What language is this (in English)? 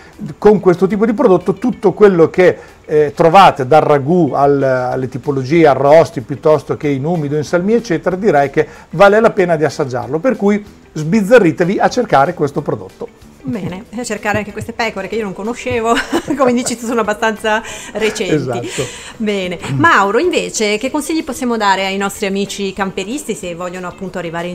Italian